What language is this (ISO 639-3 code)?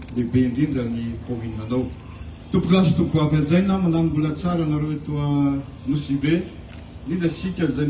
mlg